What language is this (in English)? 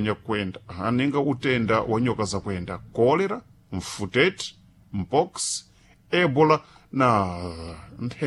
Sena